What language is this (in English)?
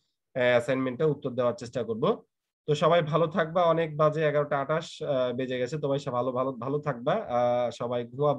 Bangla